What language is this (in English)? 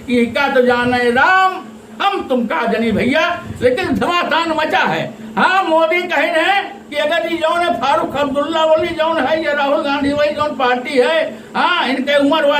Awadhi